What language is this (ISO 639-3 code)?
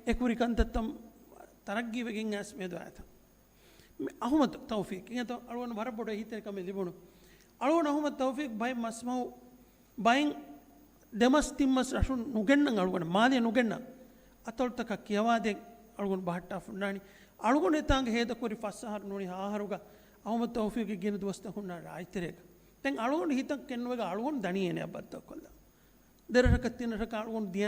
div